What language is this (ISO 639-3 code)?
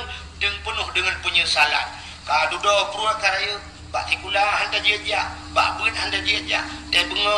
ace